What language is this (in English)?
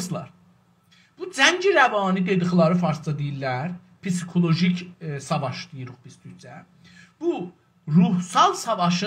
South Azerbaijani